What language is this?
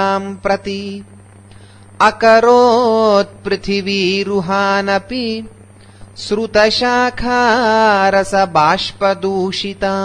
Sanskrit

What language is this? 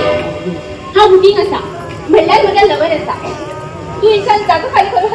Konkani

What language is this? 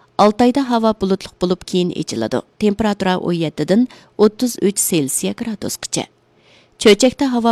Uyghur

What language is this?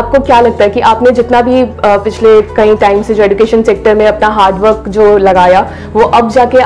Hindi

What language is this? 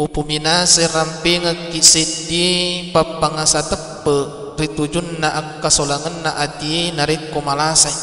Buginese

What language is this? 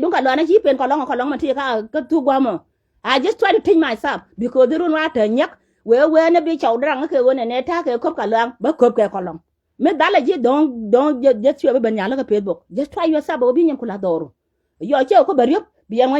Nuer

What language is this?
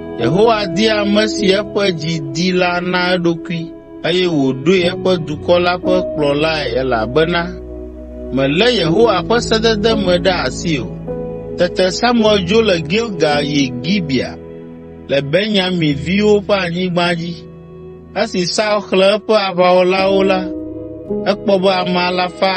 Ewe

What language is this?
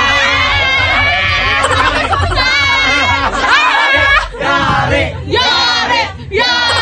Filipino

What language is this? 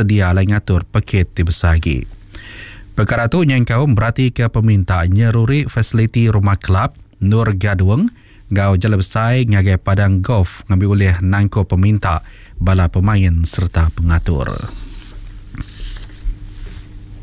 Iban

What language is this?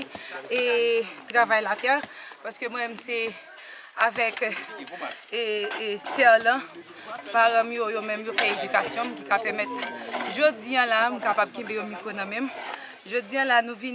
Haitian Creole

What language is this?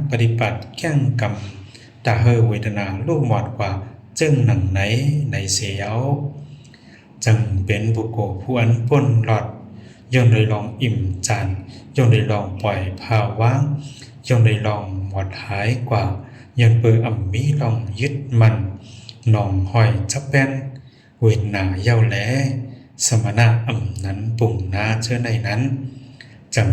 Shan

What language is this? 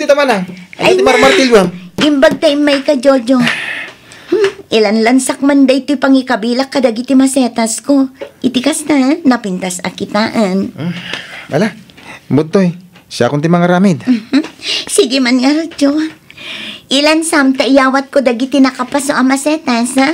Iloko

